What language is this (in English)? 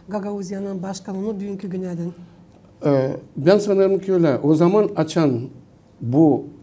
Gagauz